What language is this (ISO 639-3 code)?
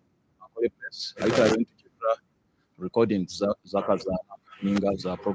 nyn